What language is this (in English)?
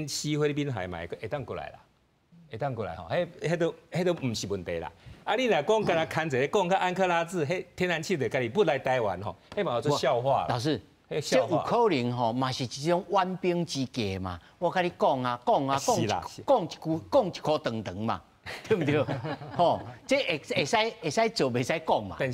Min Nan Chinese